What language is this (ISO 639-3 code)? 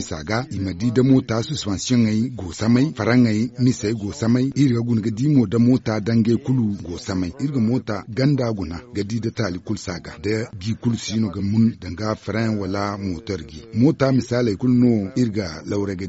dje